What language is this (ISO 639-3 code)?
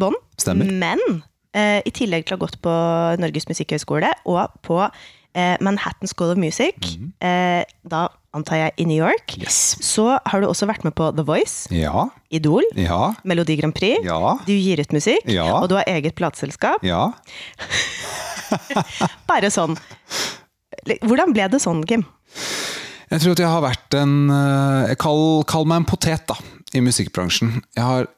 nor